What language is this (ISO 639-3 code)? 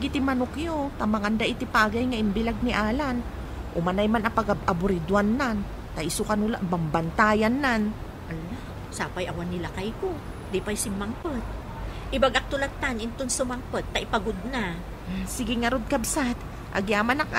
ilo